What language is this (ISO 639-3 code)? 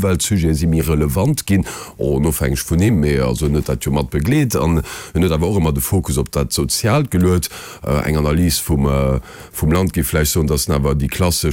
ltz